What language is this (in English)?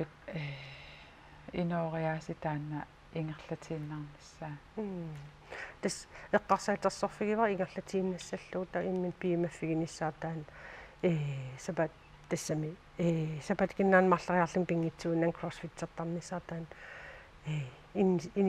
Kalaallisut